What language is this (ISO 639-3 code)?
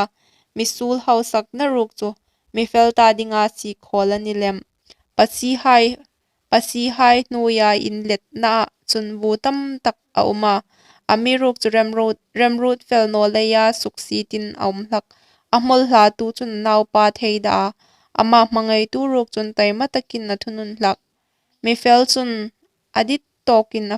hmr